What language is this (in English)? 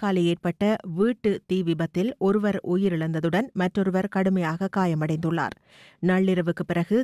Tamil